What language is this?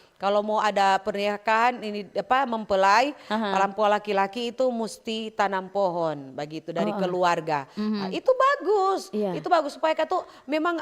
Manado Malay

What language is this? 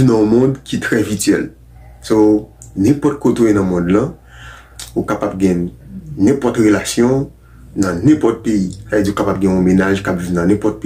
Haitian Creole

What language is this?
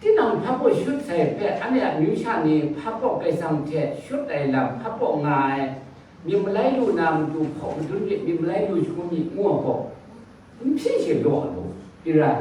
Kachin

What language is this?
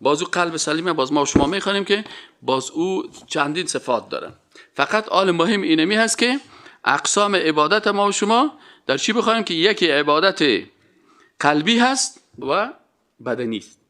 Persian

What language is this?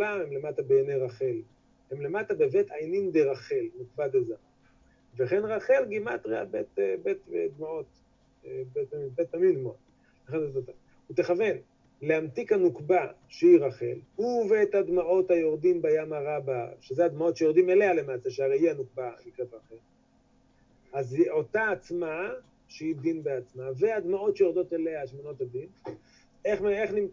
Hebrew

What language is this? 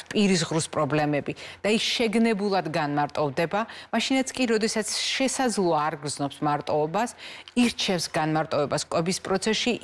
Georgian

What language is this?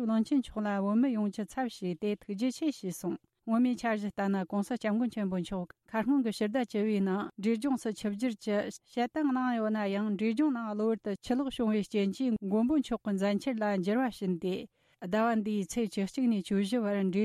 Tibetan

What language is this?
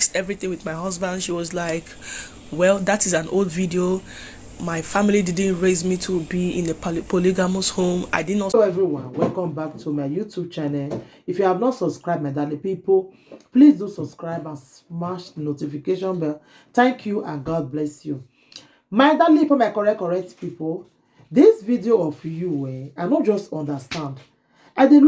Nigerian Pidgin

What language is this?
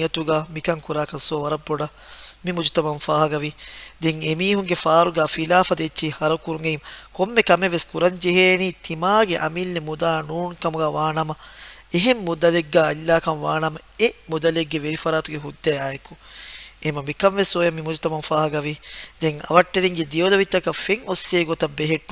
Divehi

